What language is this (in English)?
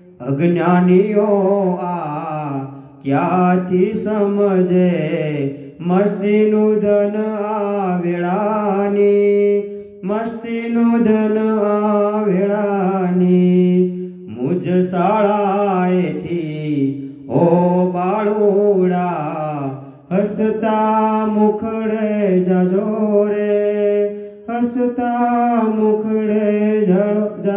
Gujarati